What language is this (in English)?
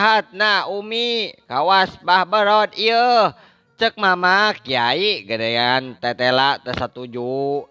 Sundanese